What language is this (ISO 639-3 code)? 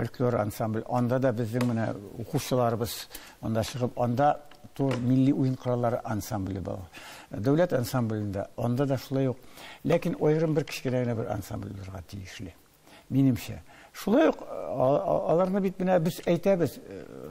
tat